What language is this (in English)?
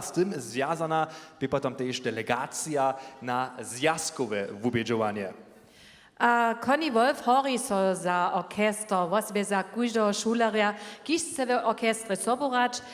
Upper Sorbian